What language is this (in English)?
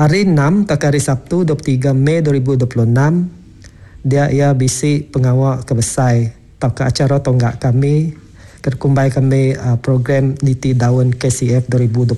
Iban